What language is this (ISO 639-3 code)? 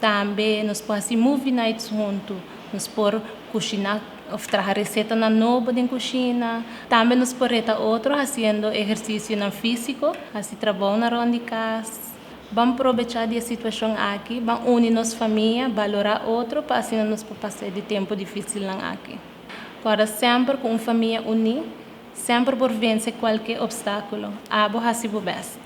pap